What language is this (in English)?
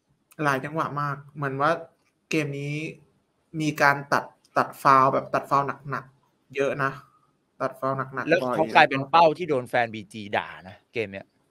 Thai